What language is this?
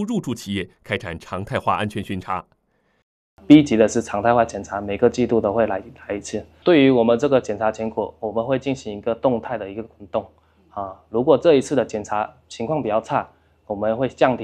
Chinese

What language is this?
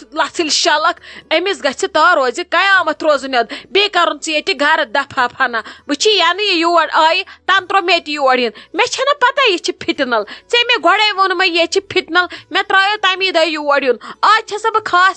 Kashmiri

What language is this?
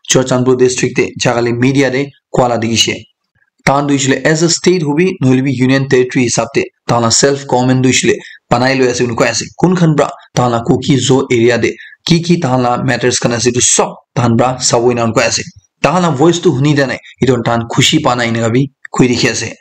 Naga Pidgin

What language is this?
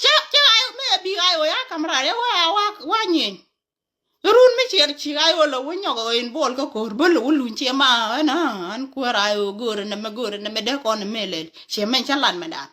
Nuer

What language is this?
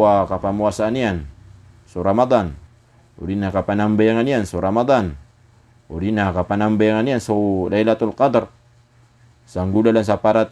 Maranao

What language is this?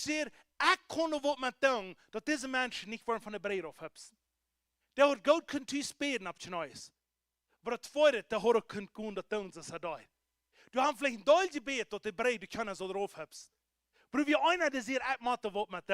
Plautdietsch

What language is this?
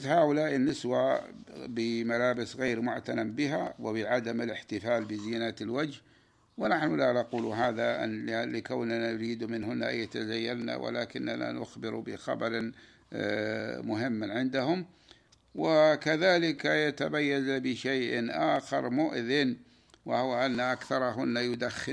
Arabic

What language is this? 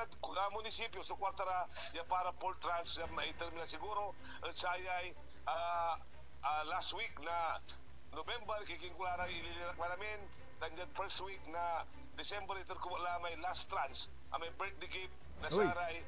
Pangasinan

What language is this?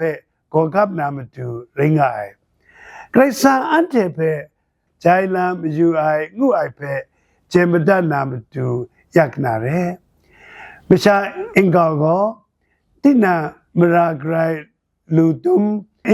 Kachin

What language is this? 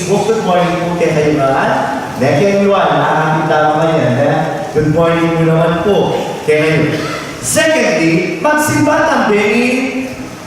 Pampanga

